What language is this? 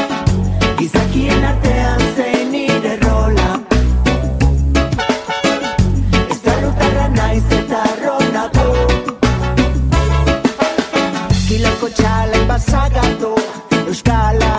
Basque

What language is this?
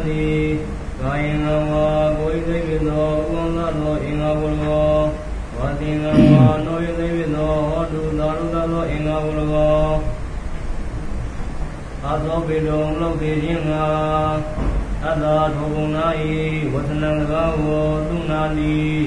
Burmese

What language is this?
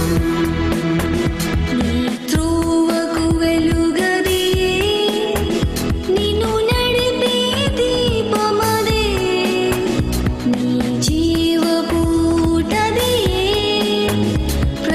Telugu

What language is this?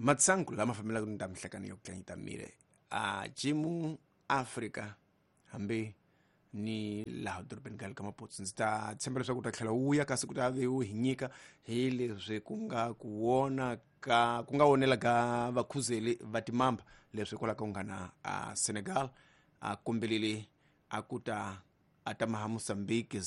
Tsonga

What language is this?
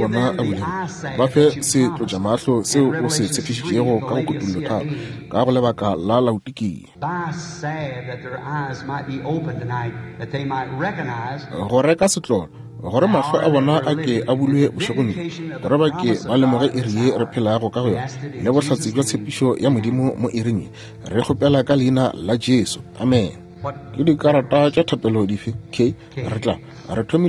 Northern Sotho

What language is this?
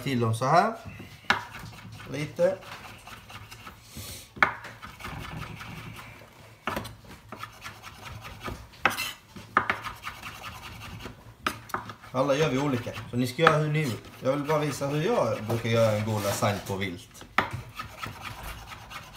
Swedish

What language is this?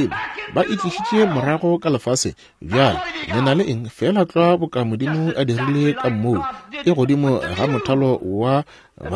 Northern Sotho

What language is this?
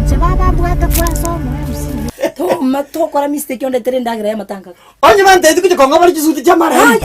Gusii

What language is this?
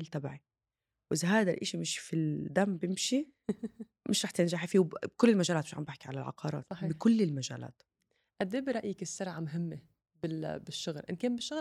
North Levantine Arabic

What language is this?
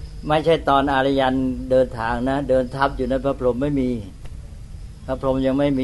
Thai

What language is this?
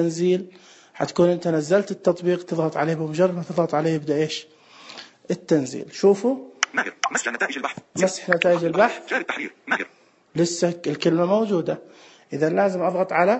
Najdi Arabic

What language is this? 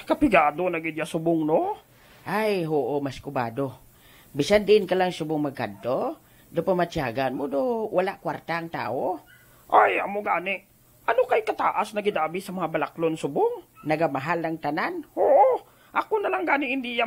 Hiligaynon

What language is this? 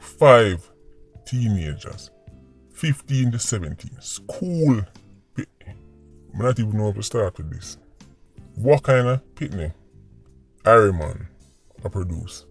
Jamaican Creole English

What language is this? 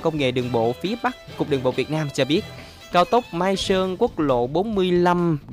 Vietnamese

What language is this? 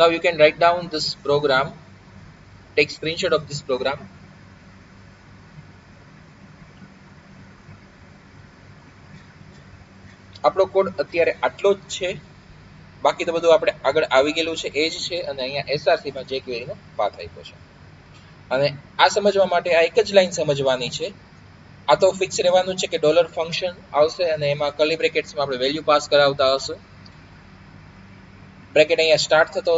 Gujarati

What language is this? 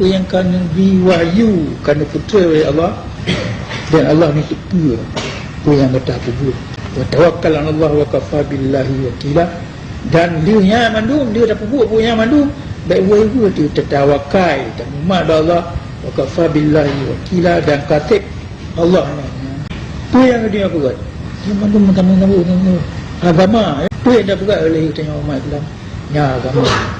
Achinese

